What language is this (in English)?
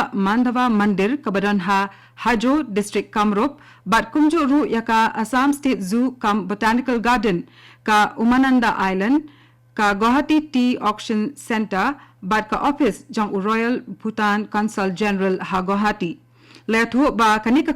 Khasi